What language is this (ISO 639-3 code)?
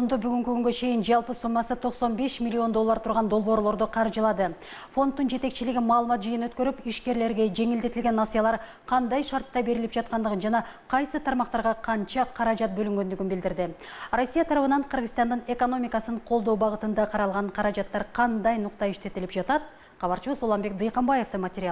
kir